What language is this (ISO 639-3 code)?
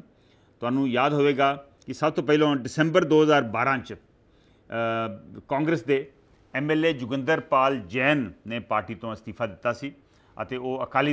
pan